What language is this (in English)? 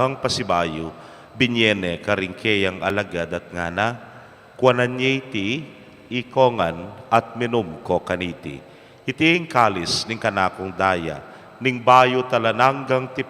Pampanga